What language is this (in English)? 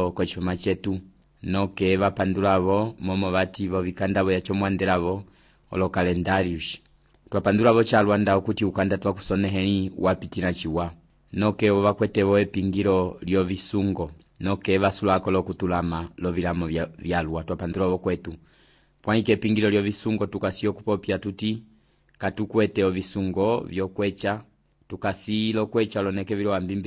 Umbundu